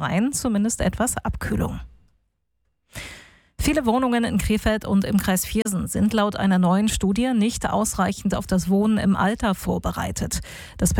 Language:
German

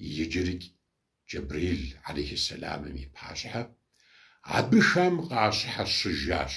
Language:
Kabardian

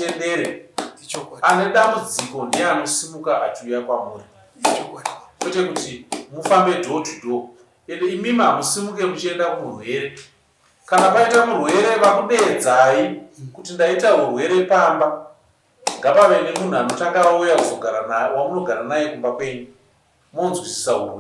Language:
Shona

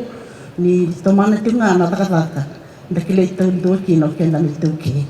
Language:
Fijian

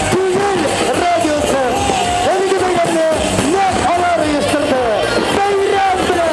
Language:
Tatar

